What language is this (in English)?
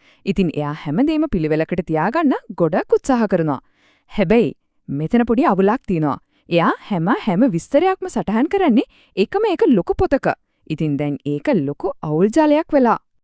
Sinhala